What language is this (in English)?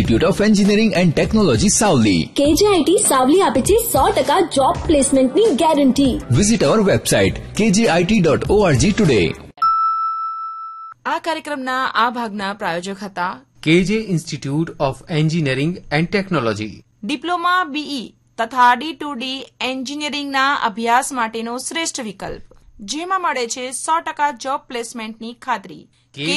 Gujarati